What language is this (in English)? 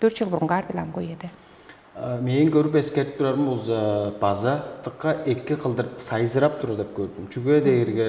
Tuvinian